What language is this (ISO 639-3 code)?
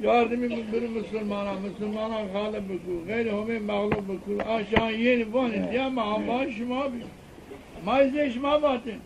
zza